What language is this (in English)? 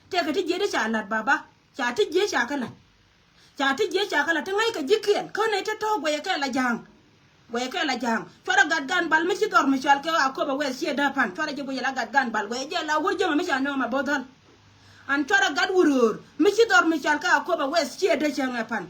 Nuer